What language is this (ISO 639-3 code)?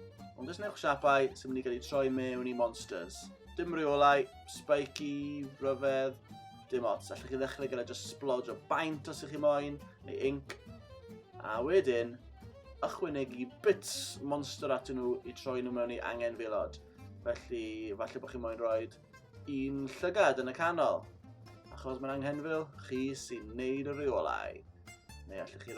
cym